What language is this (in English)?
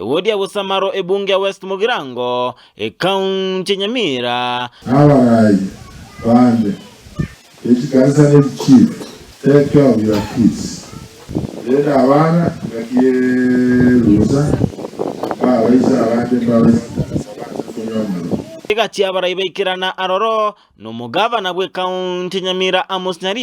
Gusii